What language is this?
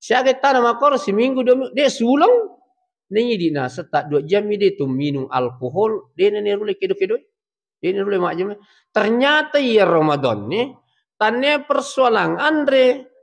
Buginese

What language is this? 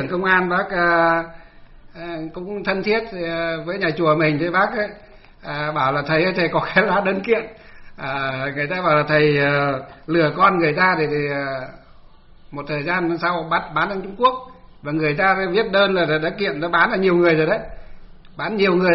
Vietnamese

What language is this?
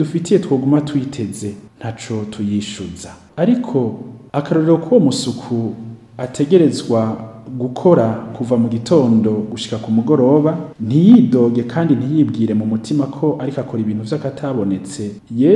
Rundi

